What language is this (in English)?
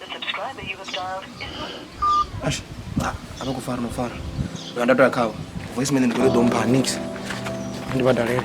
Venda